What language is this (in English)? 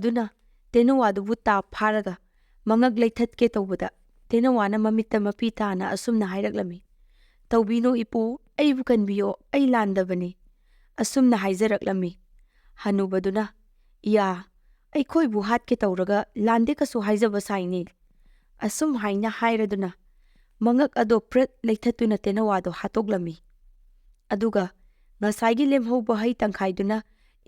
Manipuri